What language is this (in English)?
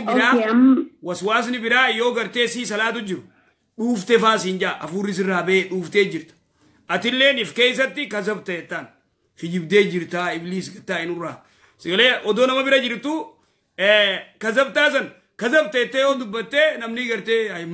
Oromo